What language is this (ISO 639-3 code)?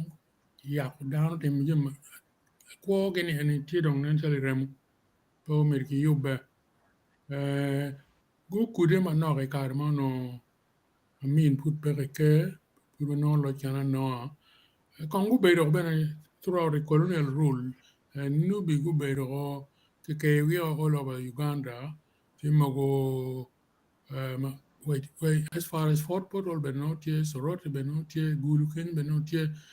ach